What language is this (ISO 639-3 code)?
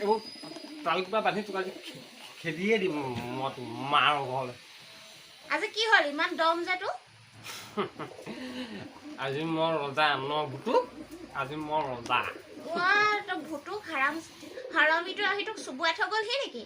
asm